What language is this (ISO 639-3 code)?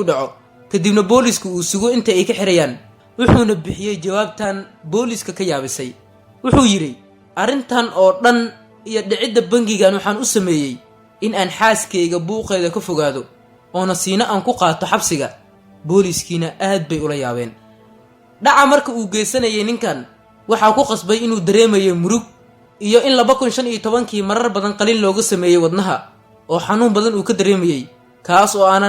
som